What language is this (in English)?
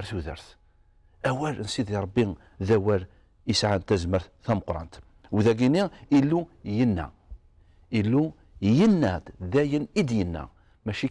Kabyle